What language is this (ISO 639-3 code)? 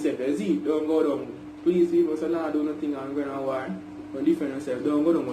jam